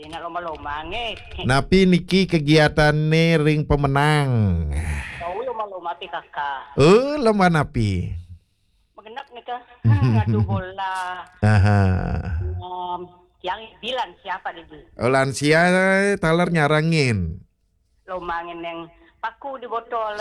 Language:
Balinese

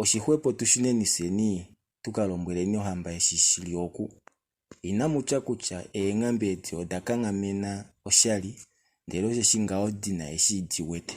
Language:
Kuanyama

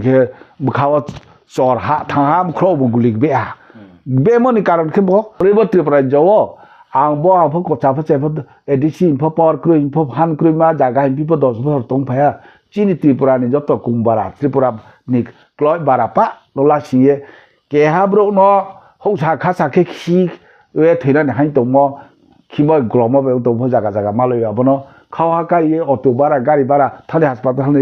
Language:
Riang (India)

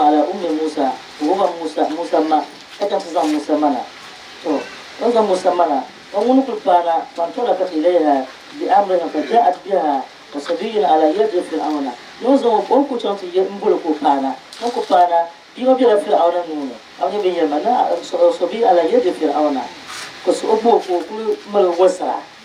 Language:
Dagbani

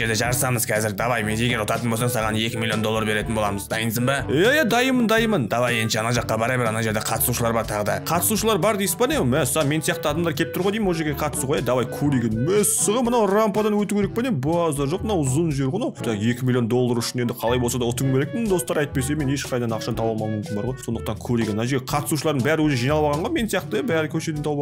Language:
Kazakh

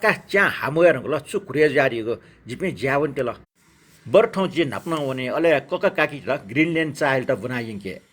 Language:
Newari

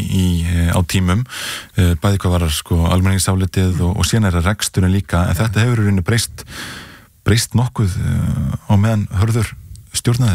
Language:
Icelandic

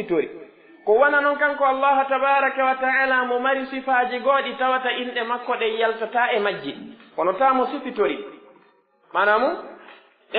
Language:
Pular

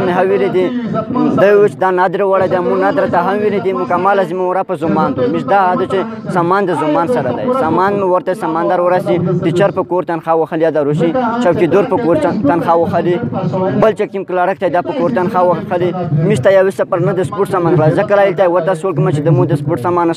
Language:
Pashto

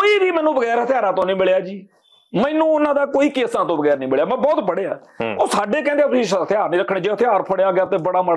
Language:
Punjabi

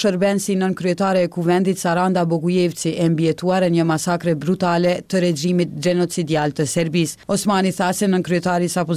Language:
Albanian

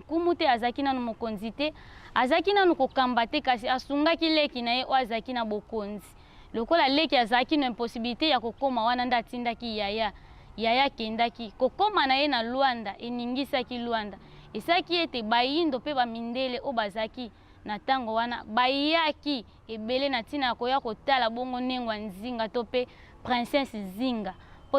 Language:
Lingala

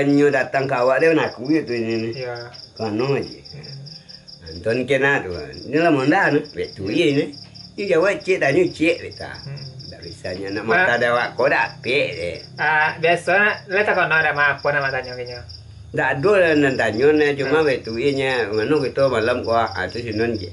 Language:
Minangkabau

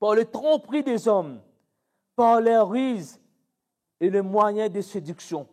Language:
Morisyen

